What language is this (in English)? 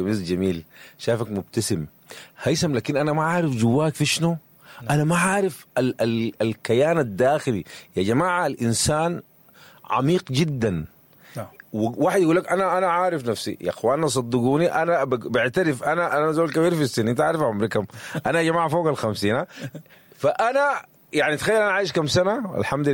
Sudanese Arabic